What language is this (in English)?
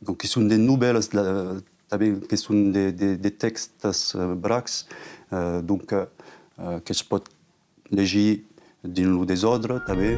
Occitan